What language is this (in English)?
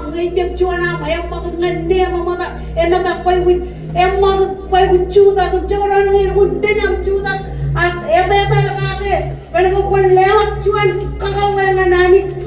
Marshallese